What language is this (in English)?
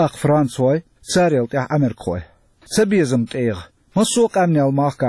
Chechen